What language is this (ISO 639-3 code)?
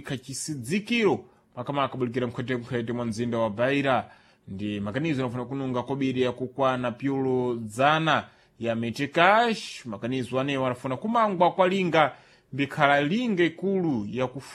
seh